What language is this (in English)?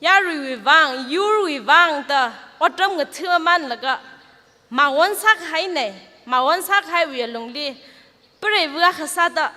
Tangkhul Naga (India)